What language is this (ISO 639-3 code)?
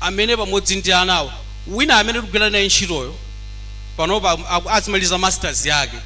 nya